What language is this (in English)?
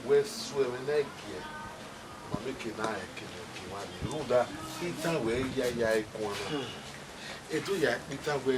Bini